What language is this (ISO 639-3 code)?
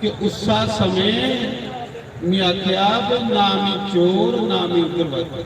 doi